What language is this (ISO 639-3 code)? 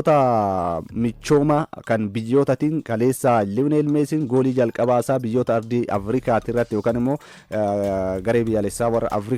orm